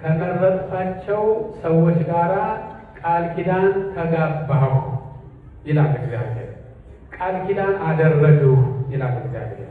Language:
Amharic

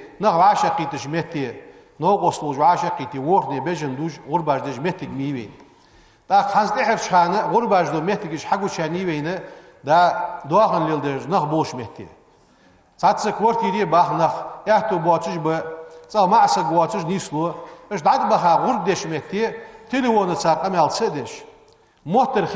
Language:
Ingush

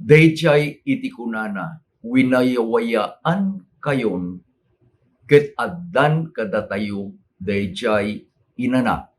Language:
Iloko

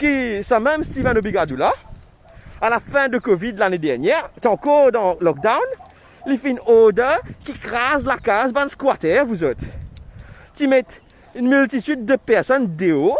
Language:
Morisyen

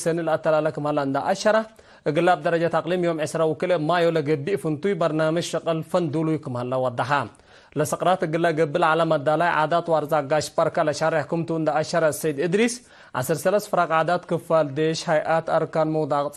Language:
Tigre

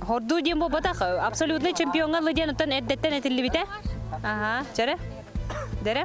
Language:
Yakut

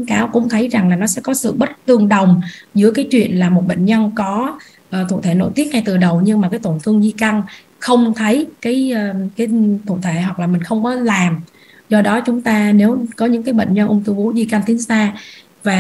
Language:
Vietnamese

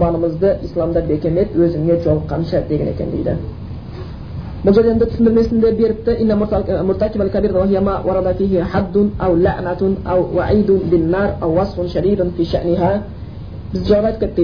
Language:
Kazakh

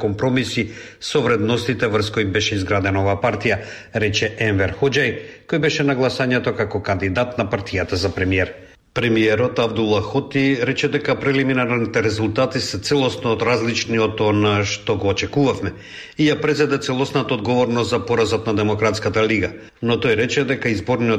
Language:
Macedonian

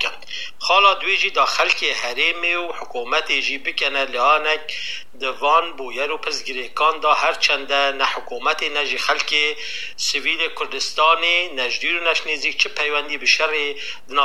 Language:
Kurdish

